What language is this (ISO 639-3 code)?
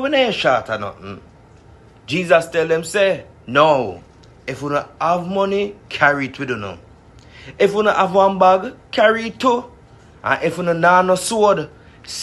jam